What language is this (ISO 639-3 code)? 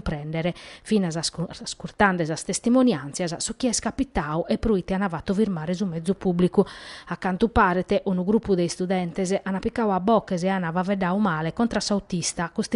srd